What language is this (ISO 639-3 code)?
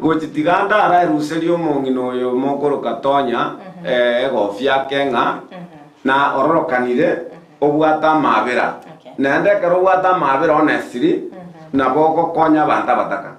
guz